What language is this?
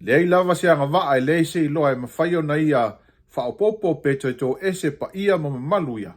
Samoan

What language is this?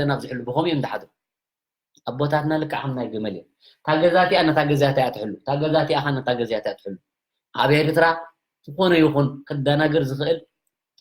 Tigrinya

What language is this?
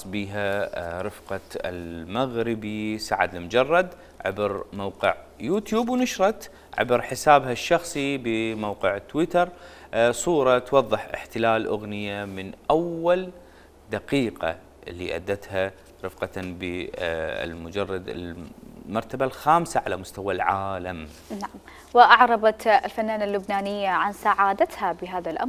Mesopotamian Arabic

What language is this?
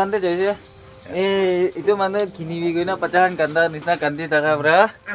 Naga Pidgin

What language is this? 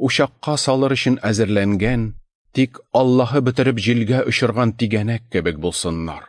Tatar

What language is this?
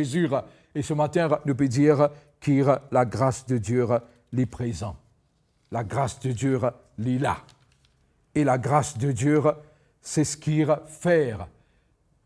Morisyen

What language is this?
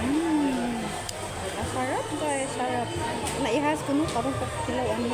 Cebuano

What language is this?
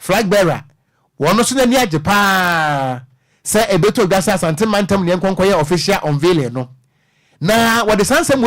Akan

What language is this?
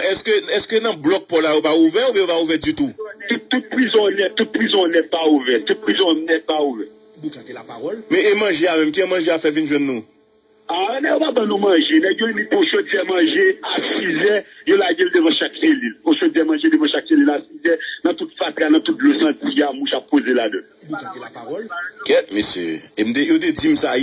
Haitian Creole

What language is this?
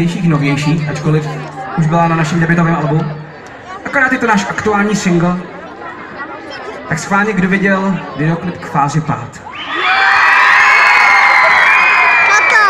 Czech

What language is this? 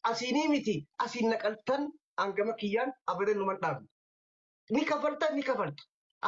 Oromo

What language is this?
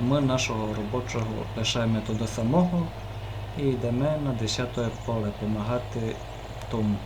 Rusyn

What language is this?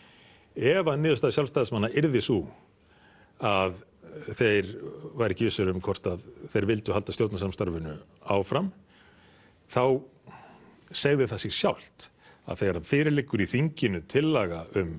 Icelandic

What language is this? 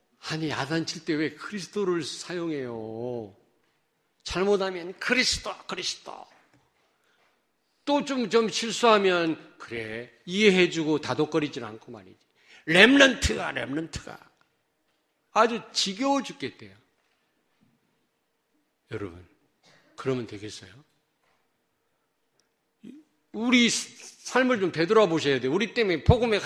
Korean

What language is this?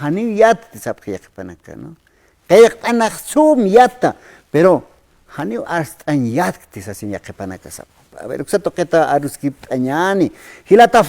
Aymara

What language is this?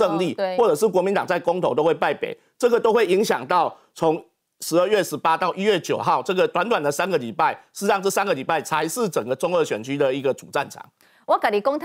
Chinese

